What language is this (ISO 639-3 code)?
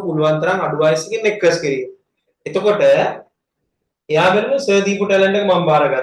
sin